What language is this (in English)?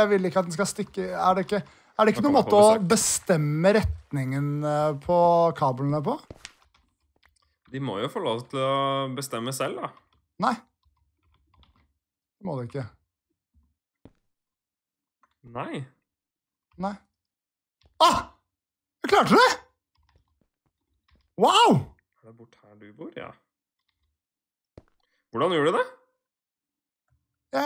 Norwegian